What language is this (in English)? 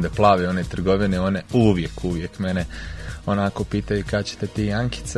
Croatian